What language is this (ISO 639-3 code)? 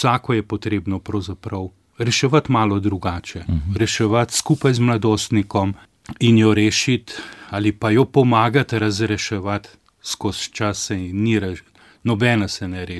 slv